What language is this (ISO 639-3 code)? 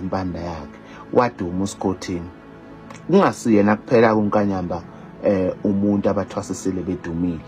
zul